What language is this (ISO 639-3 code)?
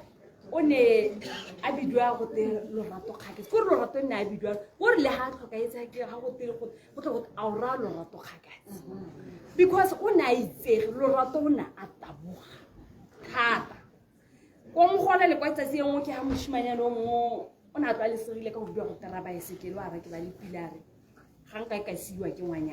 tsn